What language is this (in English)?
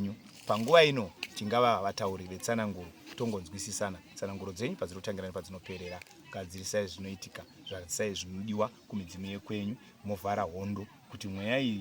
Shona